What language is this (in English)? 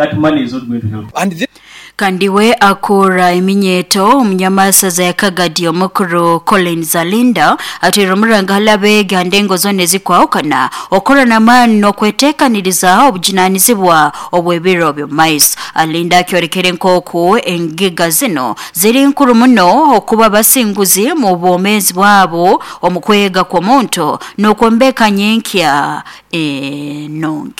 Nyoro